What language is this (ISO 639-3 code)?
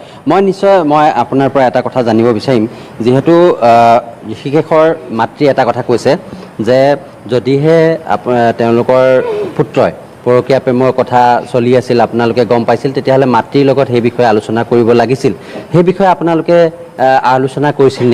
asm